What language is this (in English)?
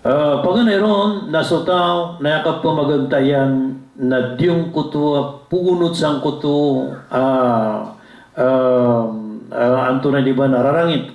Maranao